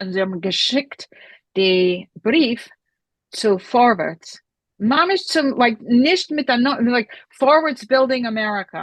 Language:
Yiddish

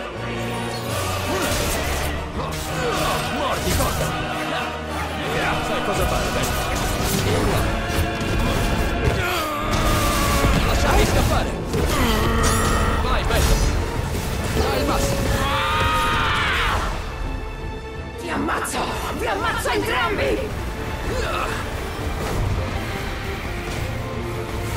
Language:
Italian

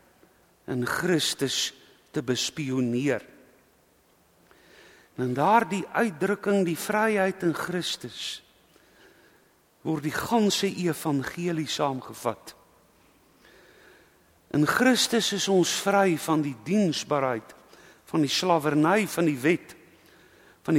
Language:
Afrikaans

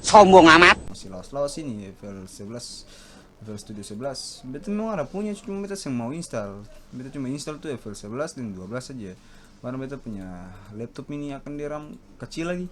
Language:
Ambonese Malay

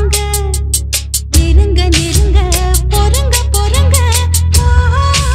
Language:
Tamil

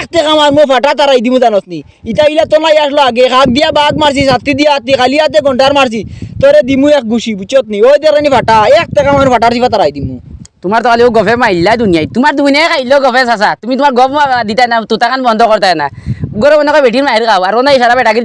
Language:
Sylheti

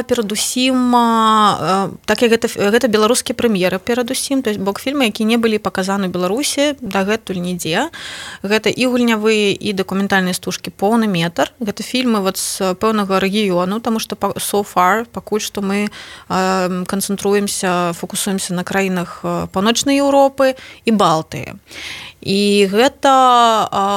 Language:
Belarusian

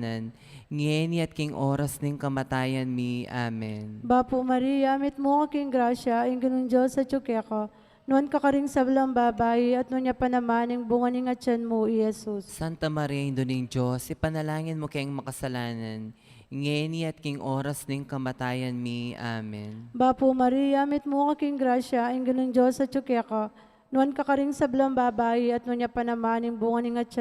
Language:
Pampanga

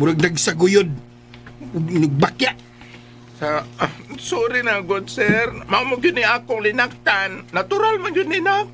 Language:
Cebuano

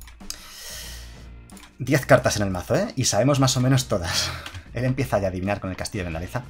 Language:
Spanish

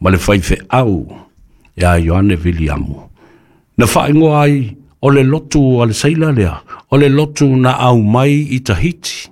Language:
Samoan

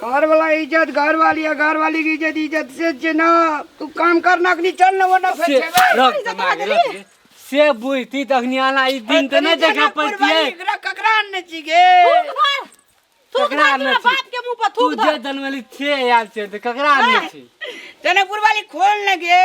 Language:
Maithili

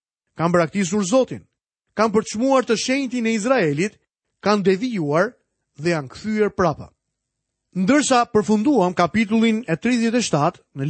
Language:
Albanian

